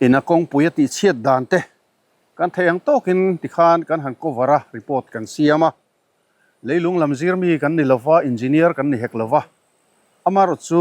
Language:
Mizo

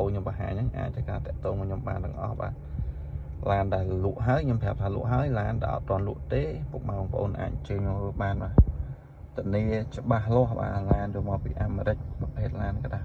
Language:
Khmer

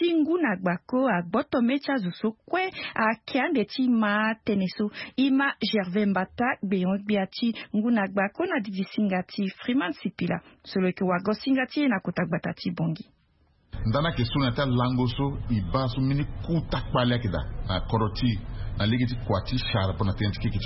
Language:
Sango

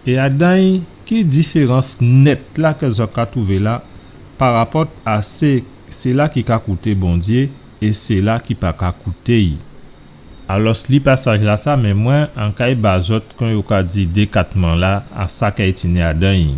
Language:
Guadeloupean Creole French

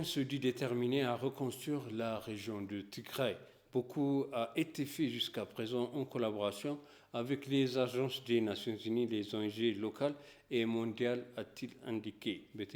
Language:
French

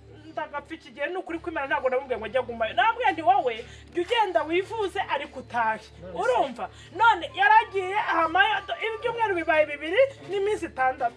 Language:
Kinyarwanda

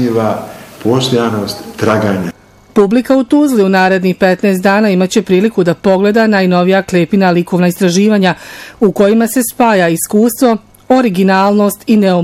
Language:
Bosnian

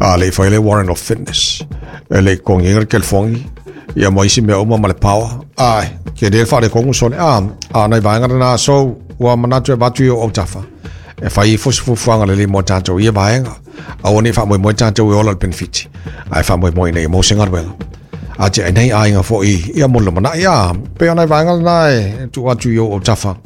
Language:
Samoan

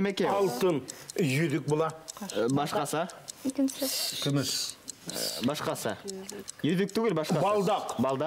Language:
Bashkir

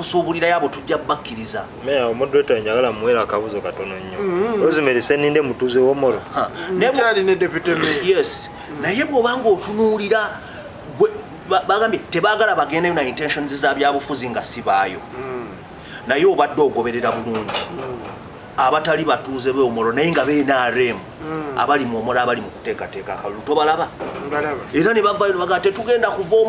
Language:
Ganda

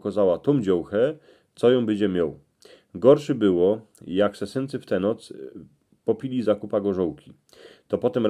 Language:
Silesian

